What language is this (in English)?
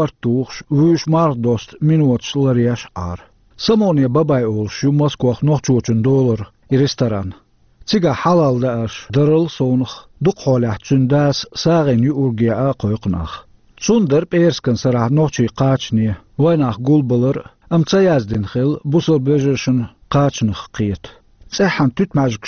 Chechen